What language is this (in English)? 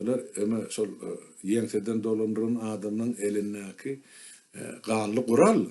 Turkmen